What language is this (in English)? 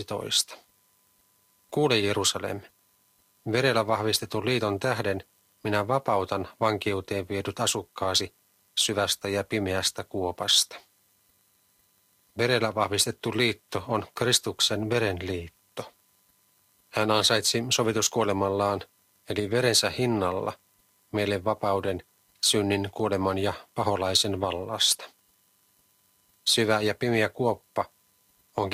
Finnish